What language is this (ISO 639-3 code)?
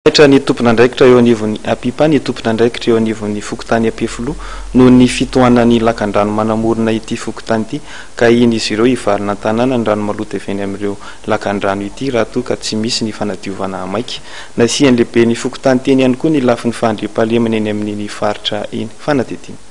mlg